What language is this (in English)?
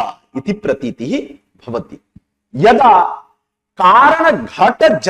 Sanskrit